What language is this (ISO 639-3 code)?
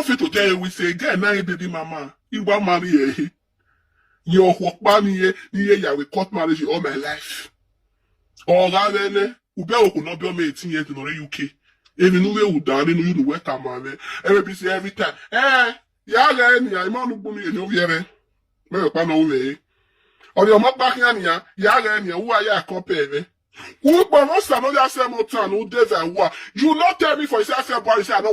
pcm